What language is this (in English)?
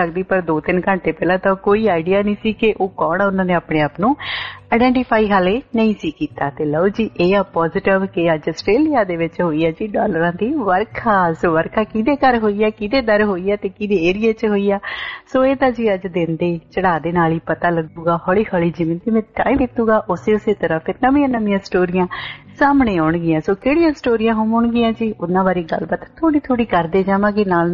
Punjabi